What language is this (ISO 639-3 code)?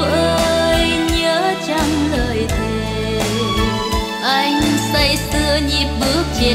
vie